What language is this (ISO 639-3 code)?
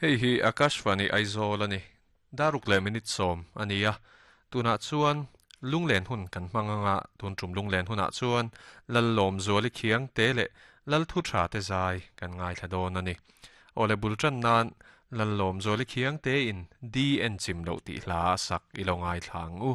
lus